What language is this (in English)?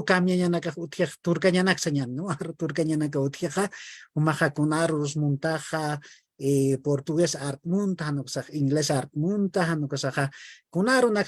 Aymara